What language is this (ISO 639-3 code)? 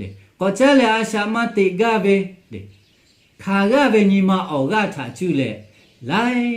lhu